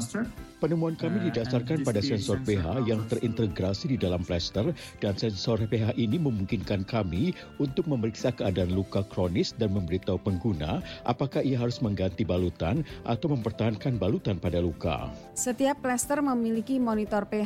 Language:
Indonesian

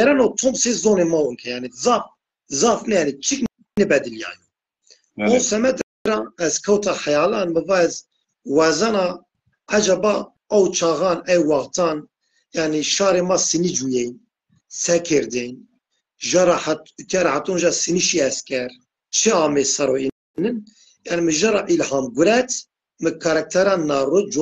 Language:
Zaza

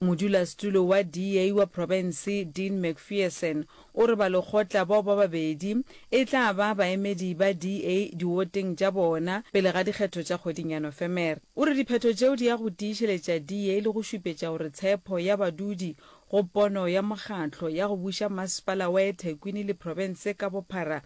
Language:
Northern Sotho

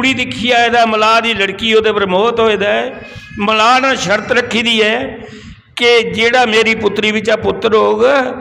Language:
Dogri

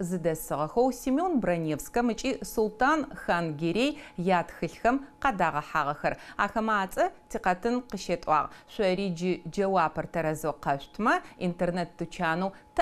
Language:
Adyghe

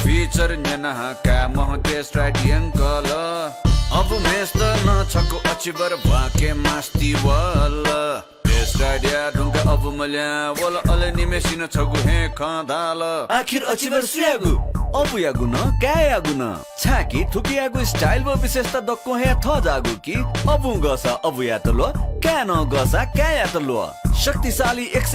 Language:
Newari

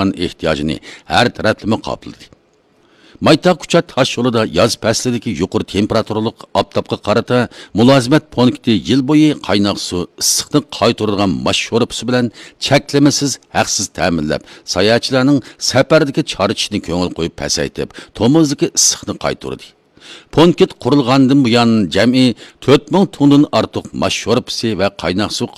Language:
Uyghur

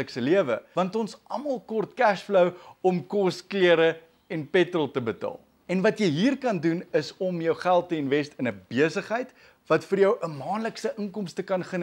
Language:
Afrikaans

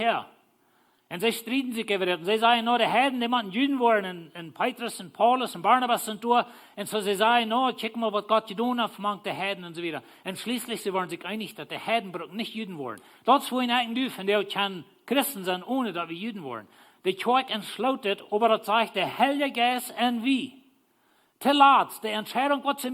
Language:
Plautdietsch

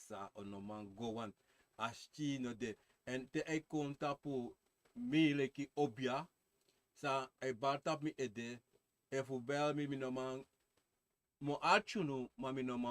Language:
Sranan Tongo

